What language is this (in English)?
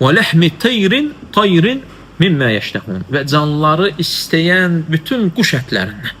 Azerbaijani